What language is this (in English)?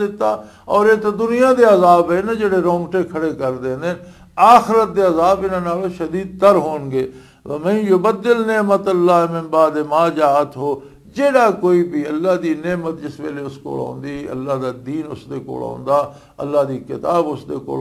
Western Panjabi